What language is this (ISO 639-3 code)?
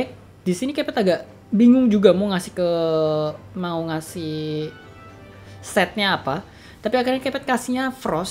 ind